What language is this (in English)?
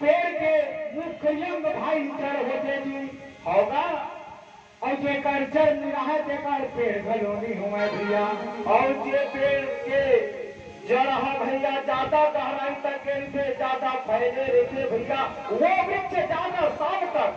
Chhattisgarhi